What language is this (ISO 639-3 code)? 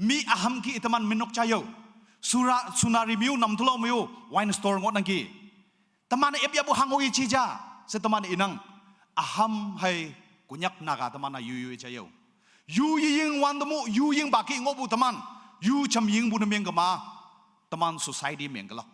nag